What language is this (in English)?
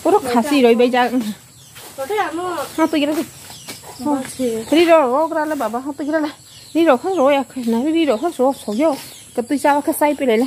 Kok Borok